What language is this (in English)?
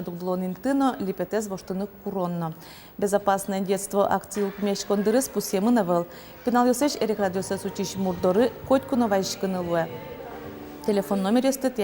Udmurt